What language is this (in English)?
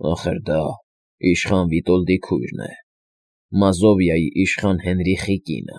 Armenian